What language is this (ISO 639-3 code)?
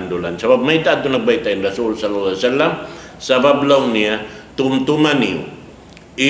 tsg